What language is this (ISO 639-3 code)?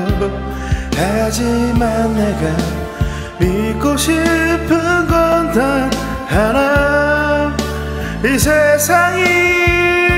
kor